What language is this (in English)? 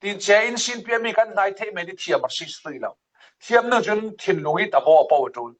Falam Chin